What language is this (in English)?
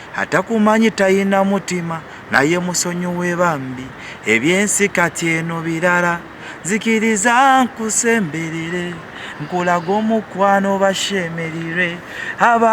Ganda